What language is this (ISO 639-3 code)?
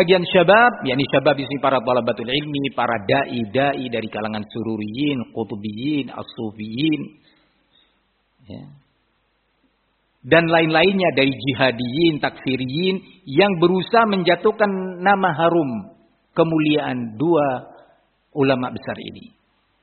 ind